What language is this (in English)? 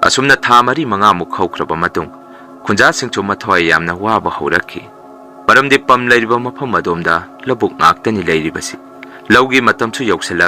Manipuri